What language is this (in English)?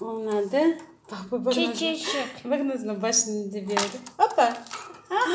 Crimean Tatar